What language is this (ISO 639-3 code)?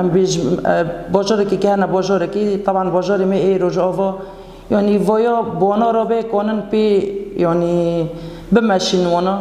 kur